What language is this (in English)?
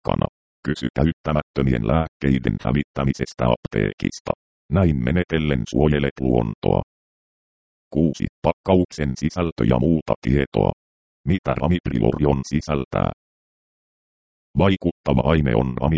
Finnish